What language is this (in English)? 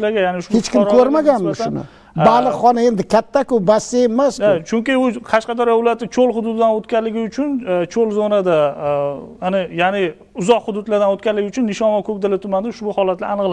Uzbek